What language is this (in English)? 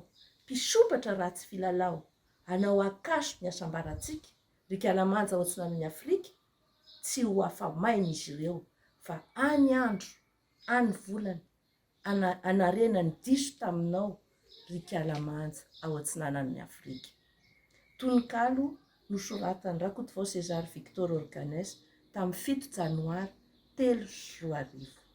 Malagasy